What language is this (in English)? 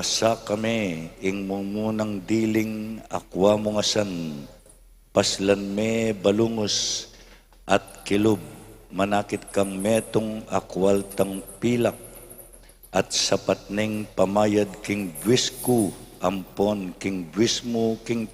Pampanga